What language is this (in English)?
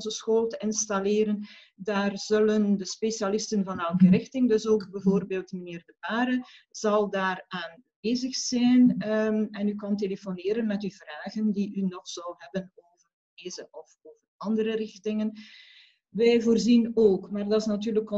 Dutch